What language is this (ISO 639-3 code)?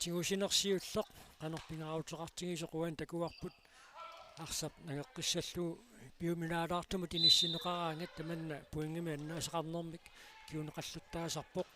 kal